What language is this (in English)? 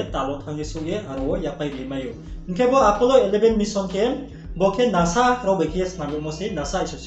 Riang (India)